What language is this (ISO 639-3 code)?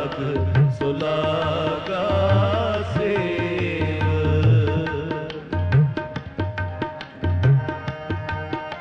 pan